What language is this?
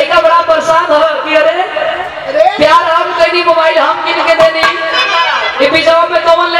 Bhojpuri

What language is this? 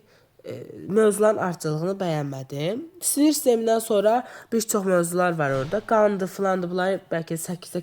Azerbaijani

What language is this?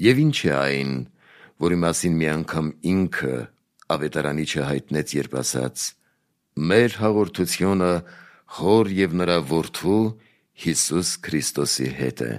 Armenian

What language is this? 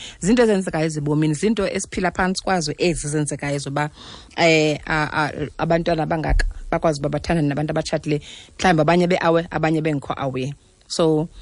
Xhosa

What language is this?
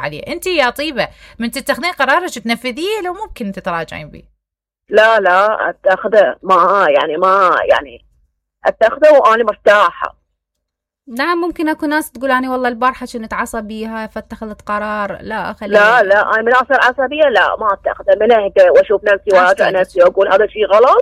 Mesopotamian Arabic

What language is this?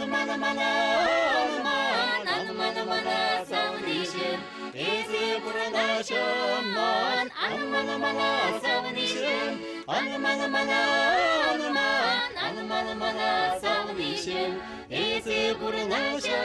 Chuvash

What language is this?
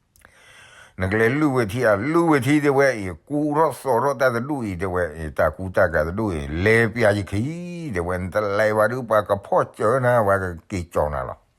S'gaw Karen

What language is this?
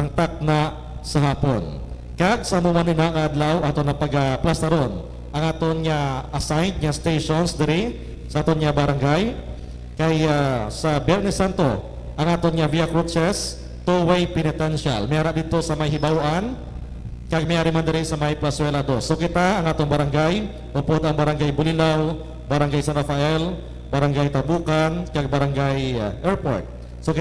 Hiligaynon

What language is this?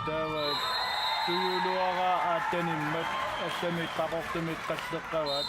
Kalaallisut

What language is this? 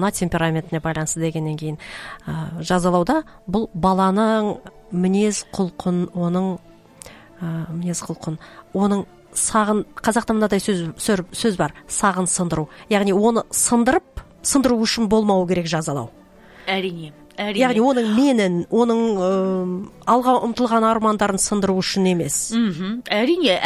Kazakh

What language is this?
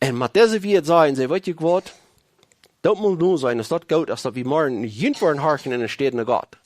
Plautdietsch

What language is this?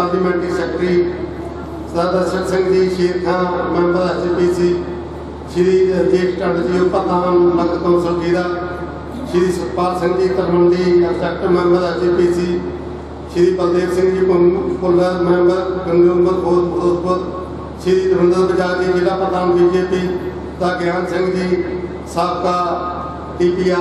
Punjabi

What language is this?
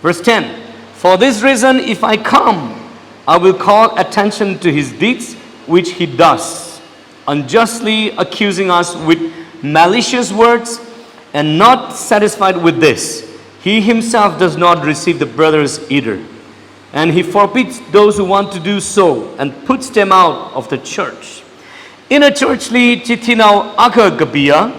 Tangkhul Naga (India)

